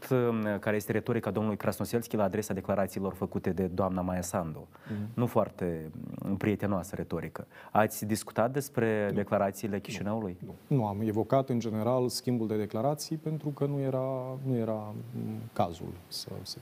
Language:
Romanian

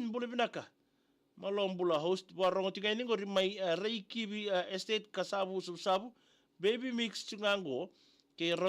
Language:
Fijian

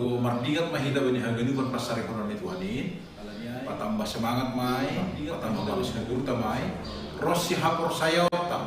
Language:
Batak Simalungun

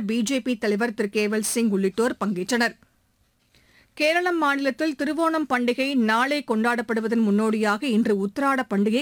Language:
Tamil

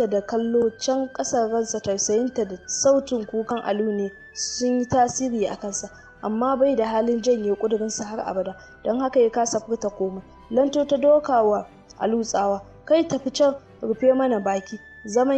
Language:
Hausa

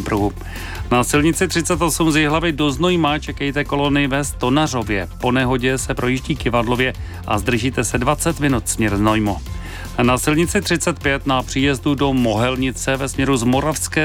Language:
Czech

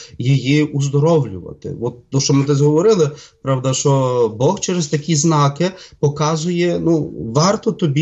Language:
Ukrainian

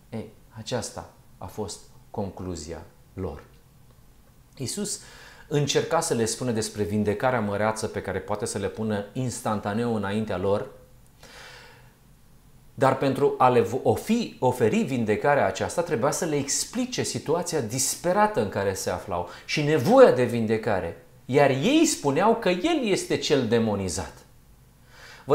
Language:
Romanian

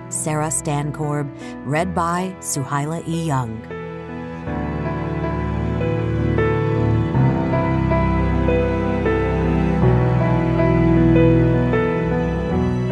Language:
English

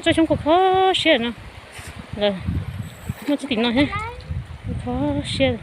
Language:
Hmong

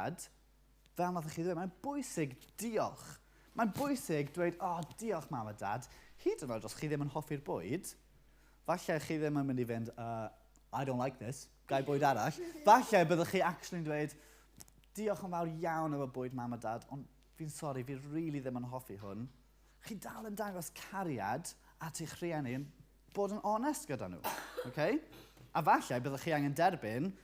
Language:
Welsh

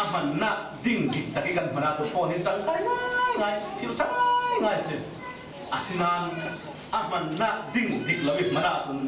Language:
Falam Chin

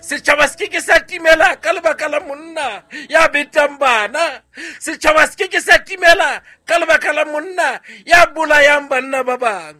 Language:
Southern Sotho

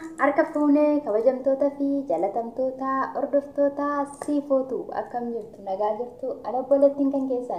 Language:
Oromo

